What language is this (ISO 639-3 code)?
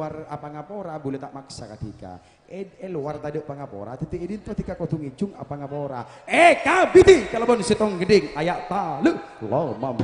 mad